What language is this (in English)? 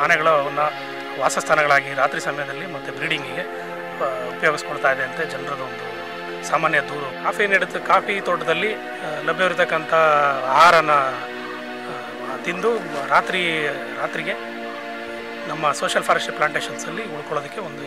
Kannada